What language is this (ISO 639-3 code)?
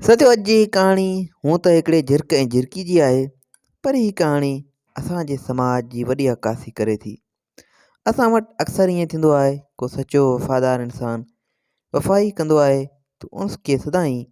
snd